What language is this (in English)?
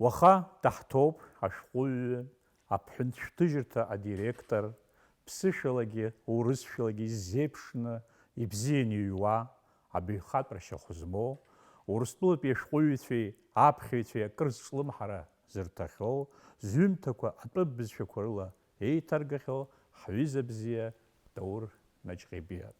Abkhazian